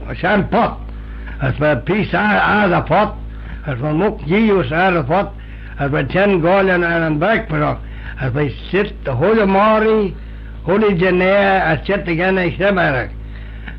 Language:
Manx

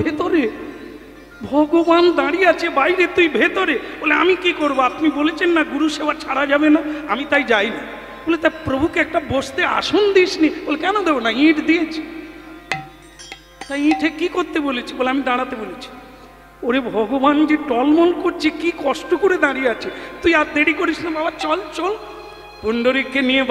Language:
Bangla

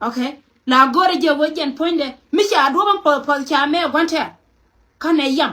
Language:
Nuer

